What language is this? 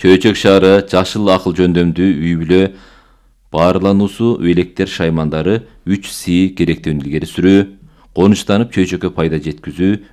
Kyrgyz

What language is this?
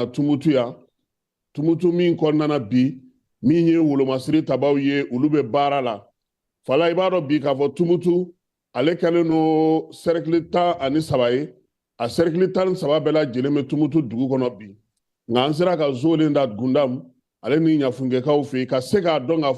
Bambara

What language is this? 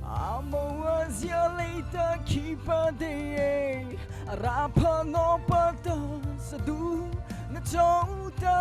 Mara Chin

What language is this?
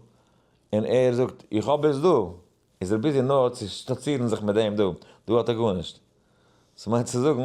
Yiddish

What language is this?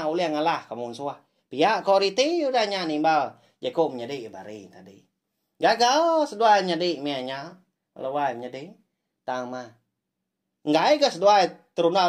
Iban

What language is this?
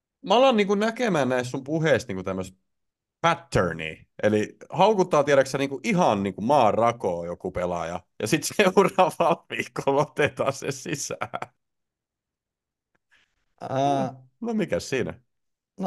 Finnish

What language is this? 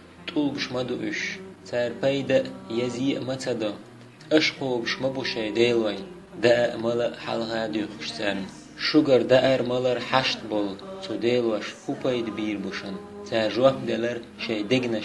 Chechen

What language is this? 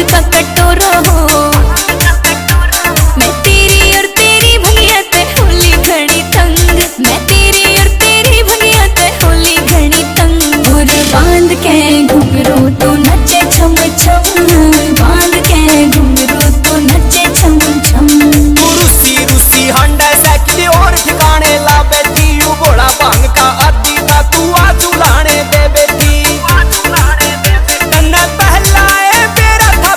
Haryanvi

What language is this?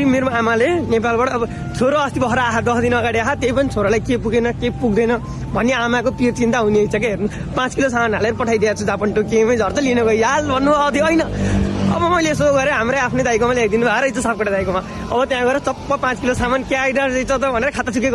Nepali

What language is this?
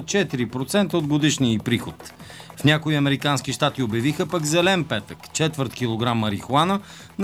Bulgarian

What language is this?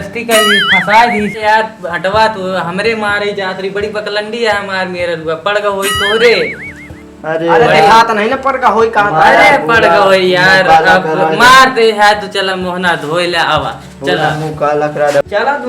Awadhi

